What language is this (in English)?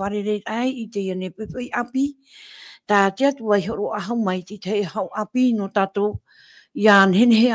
Tahitian